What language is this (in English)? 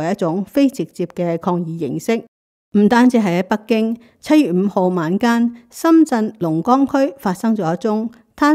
Cantonese